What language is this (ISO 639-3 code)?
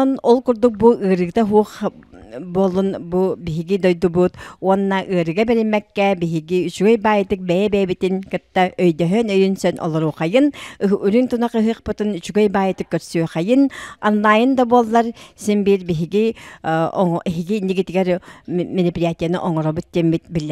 sah